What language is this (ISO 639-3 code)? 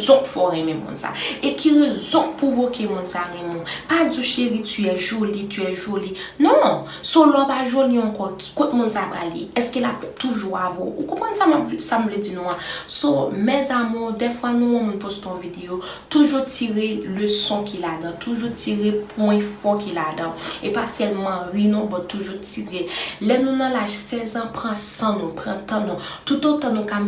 hat